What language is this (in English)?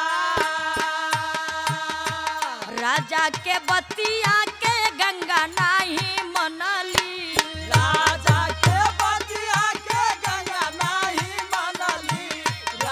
Bhojpuri